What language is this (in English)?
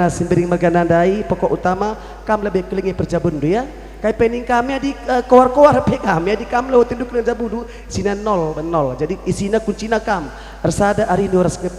Batak Karo